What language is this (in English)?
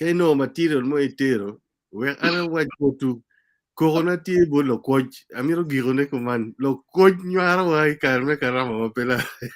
Acoli